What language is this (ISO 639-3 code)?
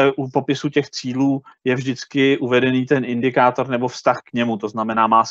ces